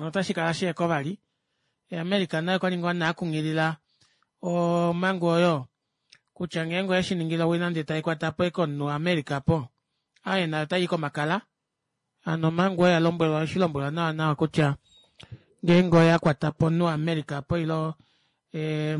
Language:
Kuanyama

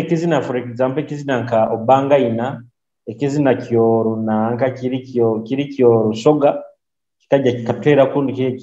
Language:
Nyoro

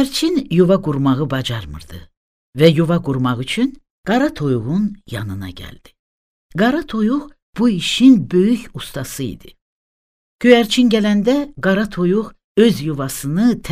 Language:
Azerbaijani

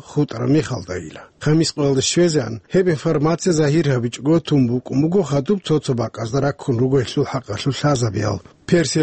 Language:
Avaric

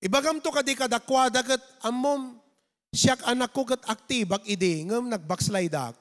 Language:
Iloko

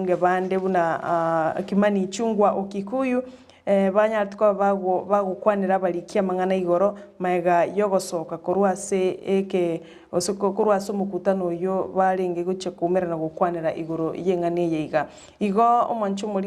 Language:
Gusii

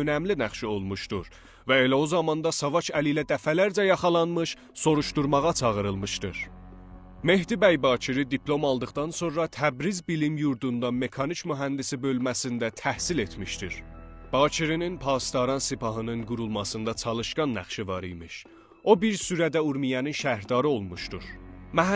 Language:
South Azerbaijani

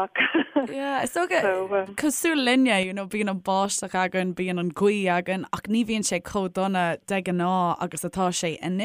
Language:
Irish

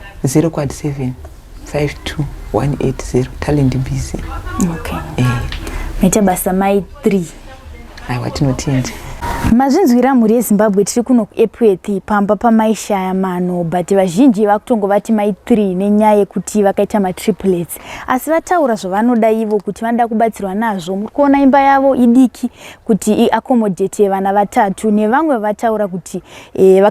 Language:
Shona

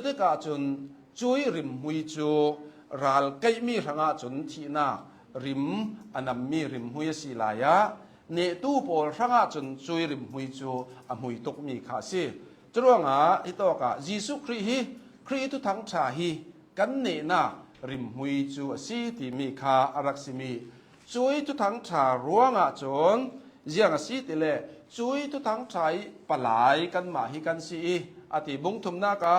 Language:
Hakha Chin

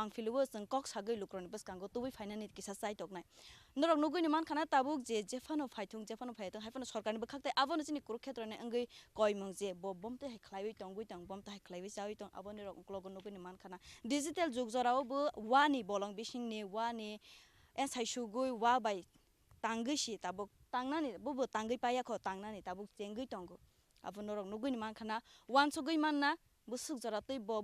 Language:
Kok Borok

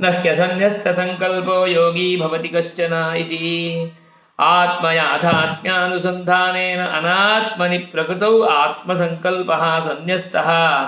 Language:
Sanskrit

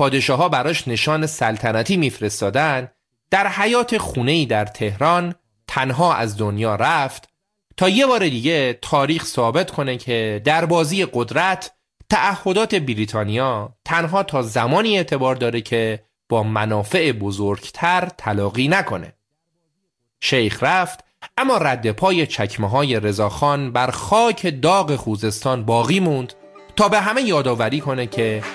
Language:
Persian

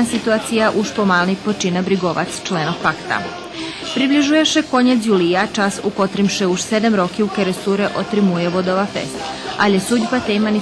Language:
Rusyn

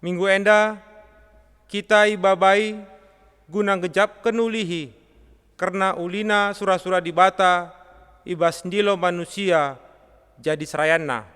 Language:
Batak Karo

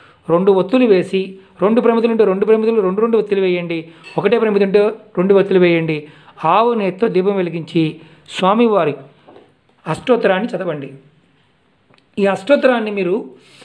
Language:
Telugu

